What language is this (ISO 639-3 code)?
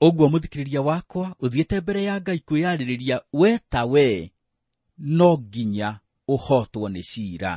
kik